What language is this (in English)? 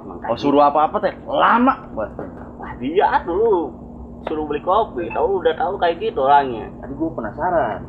Betawi